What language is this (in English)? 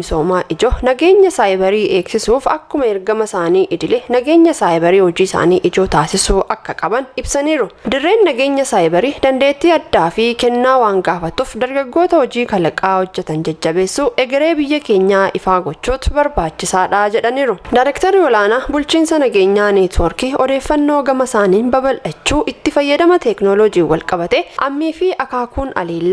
Oromo